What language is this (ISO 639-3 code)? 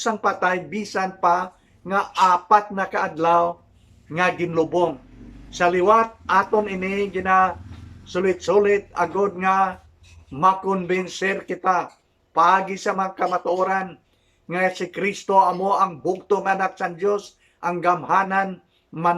hil